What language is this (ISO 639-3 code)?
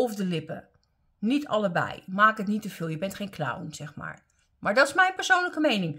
nld